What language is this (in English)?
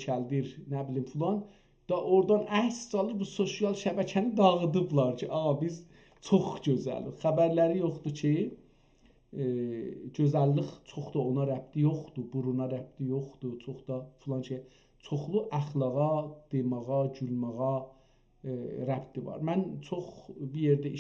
South Azerbaijani